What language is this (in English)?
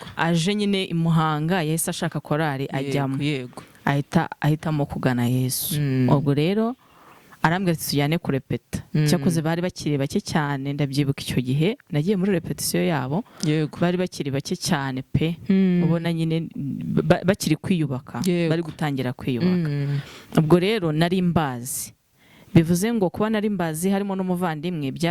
Kinyarwanda